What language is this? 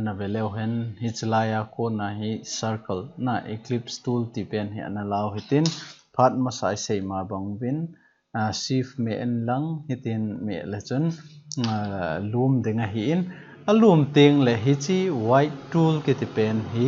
Thado Chin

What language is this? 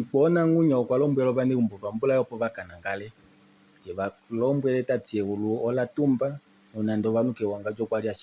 Kuanyama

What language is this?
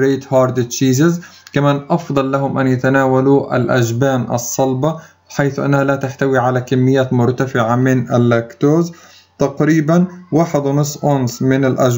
Arabic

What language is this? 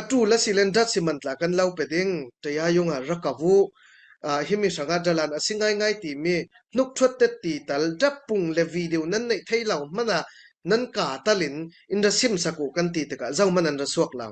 Falam Chin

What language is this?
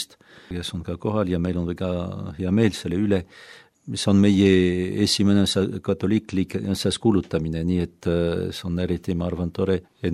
Estonian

